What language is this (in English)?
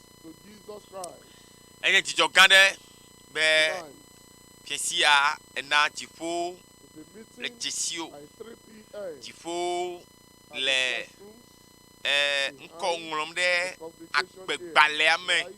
Ewe